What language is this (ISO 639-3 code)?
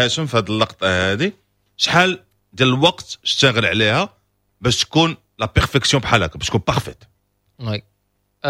ary